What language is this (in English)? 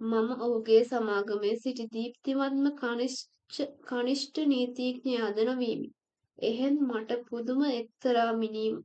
Sinhala